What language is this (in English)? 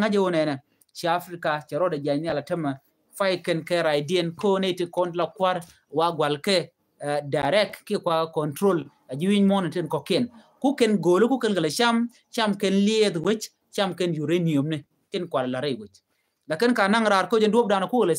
Nuer